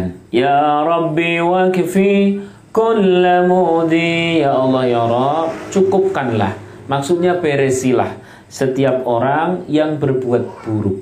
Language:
Indonesian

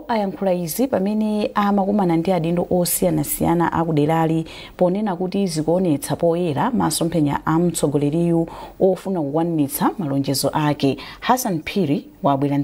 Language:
Nyanja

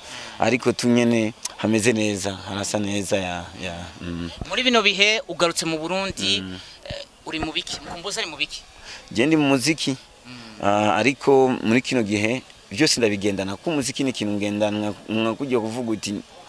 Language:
Rundi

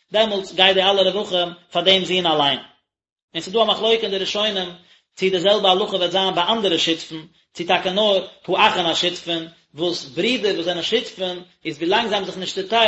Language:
Yiddish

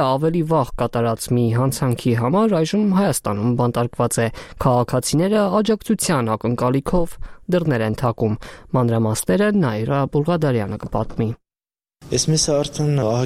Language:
Armenian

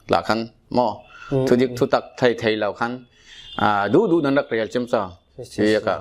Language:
Falam Chin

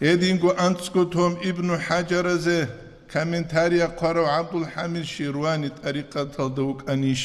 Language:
Avaric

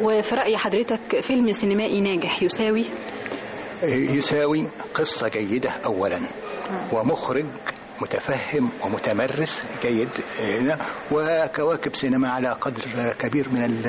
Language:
Egyptian Arabic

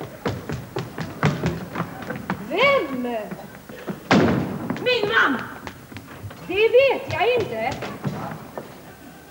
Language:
Swedish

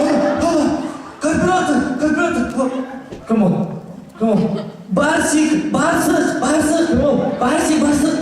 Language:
Bashkir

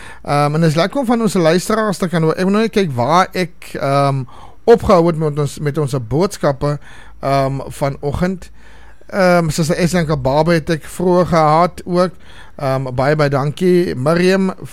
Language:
Afrikaans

